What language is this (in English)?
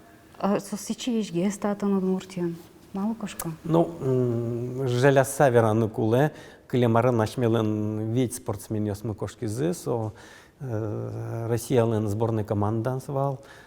Udmurt